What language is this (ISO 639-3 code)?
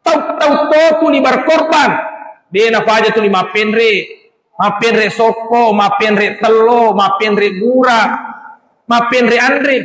bug